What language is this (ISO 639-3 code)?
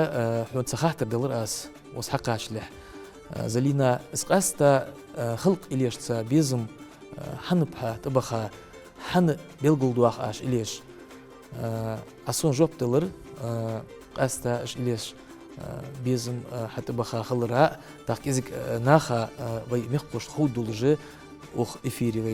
inh